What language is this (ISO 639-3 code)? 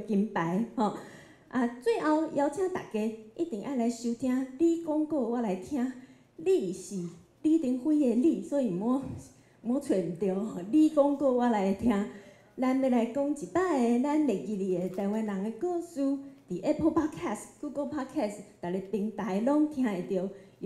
nan